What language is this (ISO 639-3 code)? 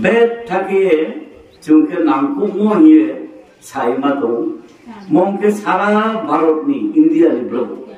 ria